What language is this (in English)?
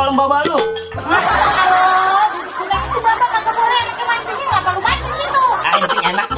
Betawi